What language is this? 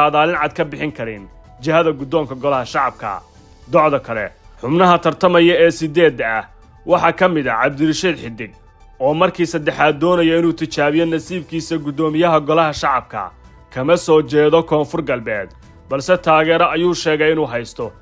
Somali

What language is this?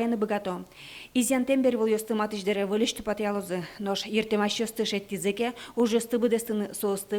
Udmurt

